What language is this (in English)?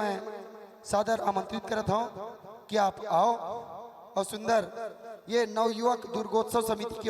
Chhattisgarhi